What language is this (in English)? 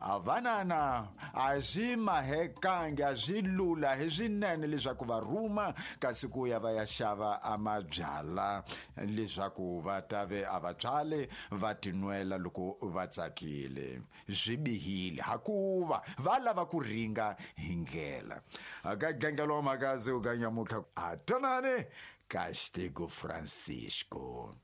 Tsonga